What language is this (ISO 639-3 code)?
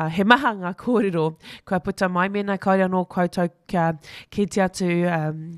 mri